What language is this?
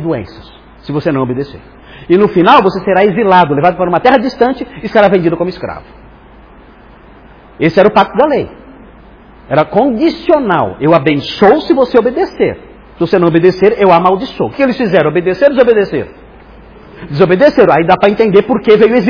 Portuguese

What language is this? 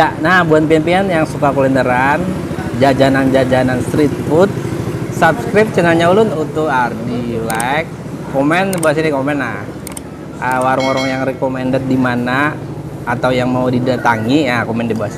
Banjar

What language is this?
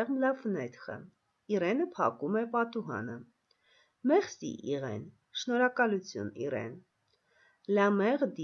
Armenian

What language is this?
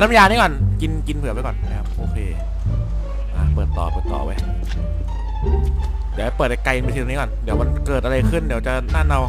Thai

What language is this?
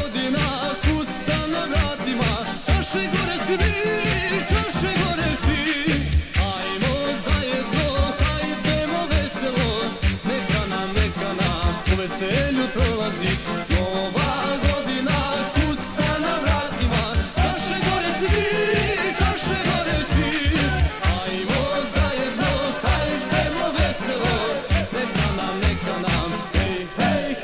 Croatian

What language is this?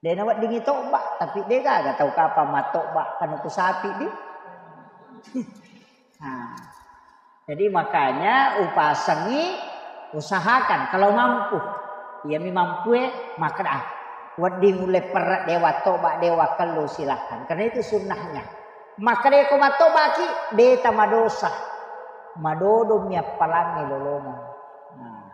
Buginese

